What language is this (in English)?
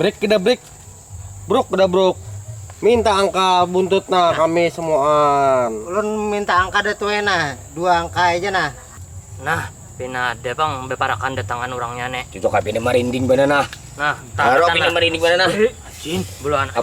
Banjar